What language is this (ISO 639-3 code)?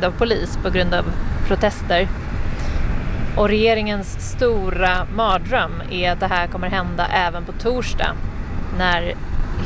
swe